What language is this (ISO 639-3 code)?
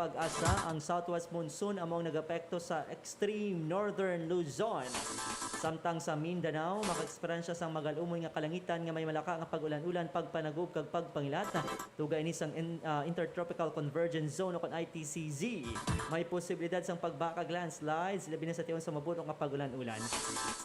hil